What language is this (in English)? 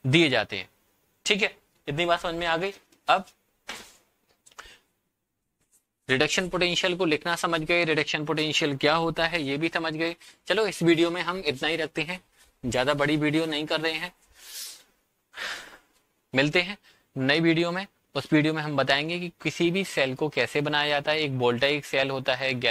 Hindi